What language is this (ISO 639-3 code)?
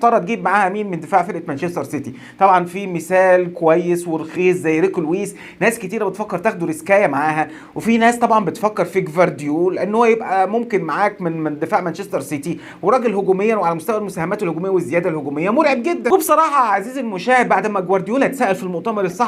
arz